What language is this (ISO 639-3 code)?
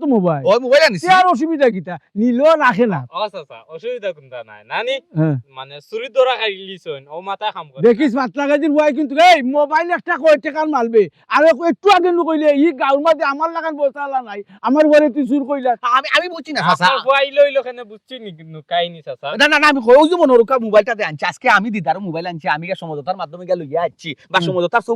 syl